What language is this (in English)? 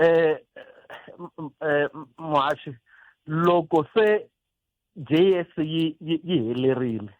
Tsonga